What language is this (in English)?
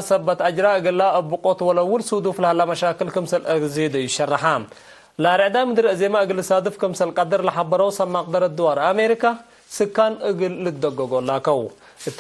Tigre